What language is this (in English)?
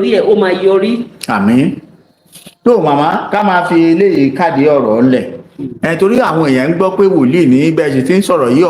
Yoruba